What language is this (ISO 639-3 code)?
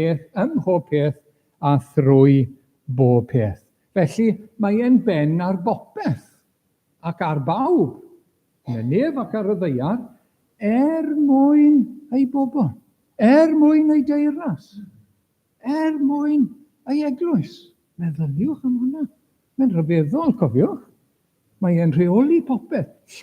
cym